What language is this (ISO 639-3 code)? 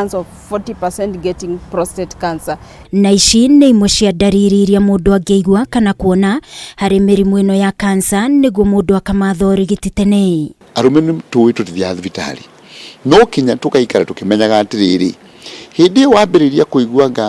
kik